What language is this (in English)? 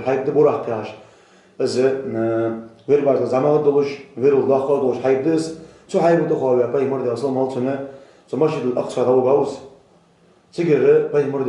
Ingush